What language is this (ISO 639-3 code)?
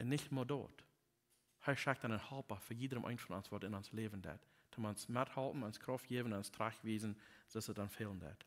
pdt